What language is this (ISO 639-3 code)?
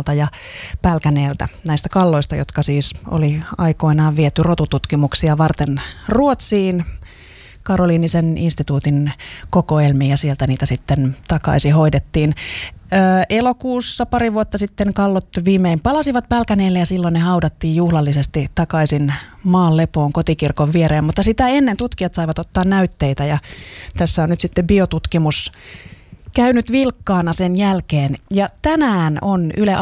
fin